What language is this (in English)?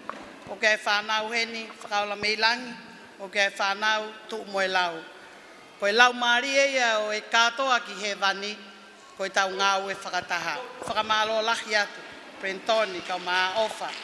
Tongan